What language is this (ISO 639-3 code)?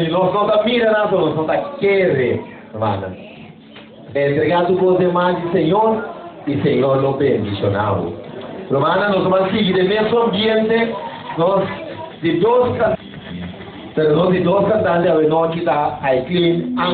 pap